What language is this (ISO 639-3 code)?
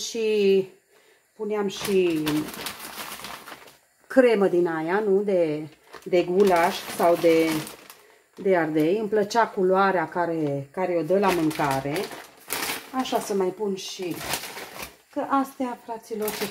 ron